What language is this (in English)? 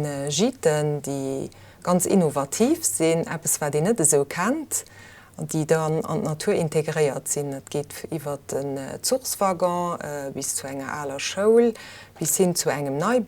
Luxembourgish